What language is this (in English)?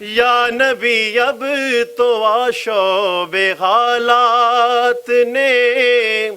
Western Panjabi